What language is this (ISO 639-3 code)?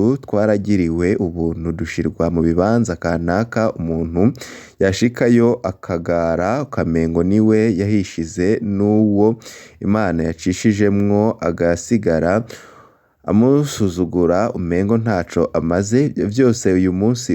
run